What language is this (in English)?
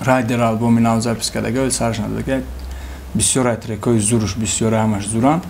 Tajik